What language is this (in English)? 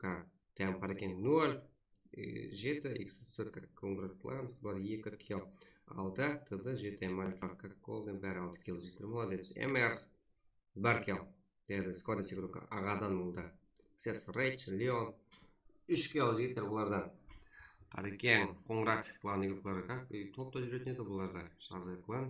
Kara-Kalpak